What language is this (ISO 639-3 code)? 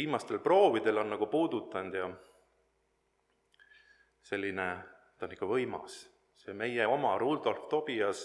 est